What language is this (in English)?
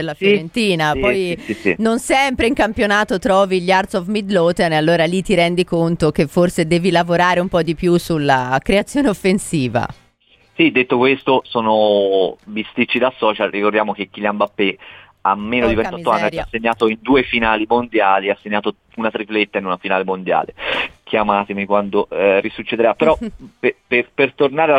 Italian